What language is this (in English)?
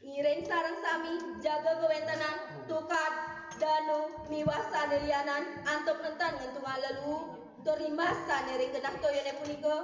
Balinese